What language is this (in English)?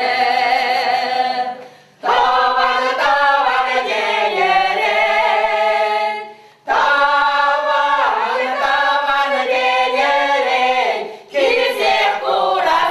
Chuvash